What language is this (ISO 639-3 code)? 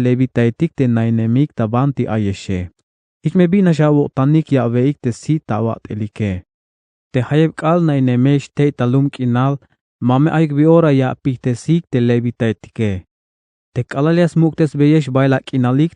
tzh